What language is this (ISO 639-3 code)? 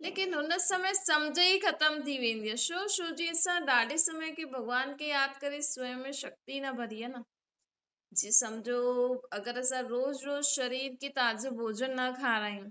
snd